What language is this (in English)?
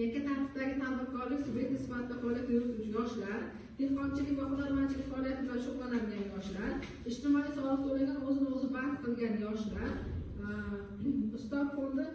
Uzbek